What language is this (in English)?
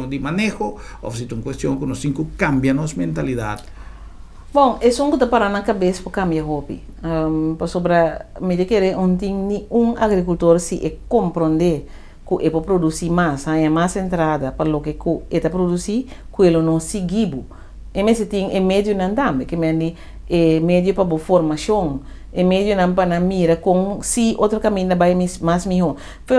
Papiamento